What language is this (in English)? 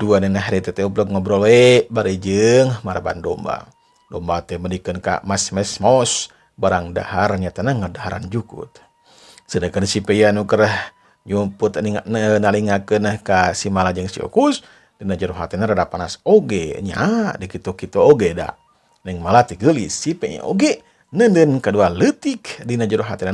Sundanese